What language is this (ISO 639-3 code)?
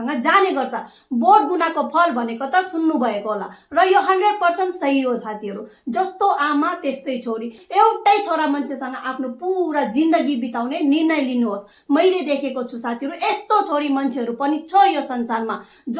nep